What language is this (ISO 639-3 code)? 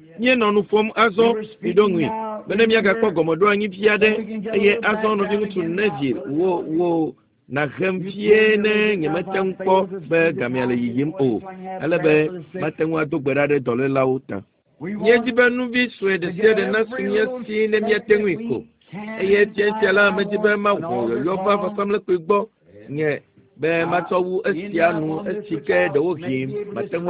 ewe